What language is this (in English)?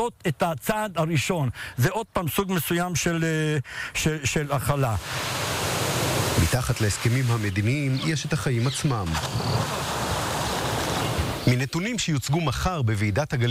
Hebrew